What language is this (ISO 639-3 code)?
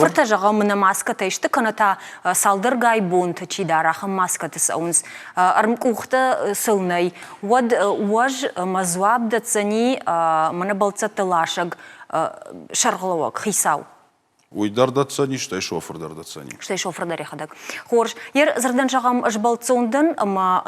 oss